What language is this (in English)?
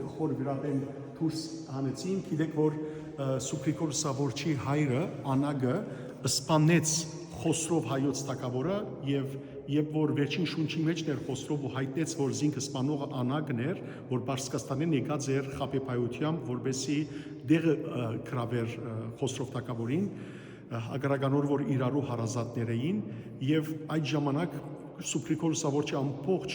Western Armenian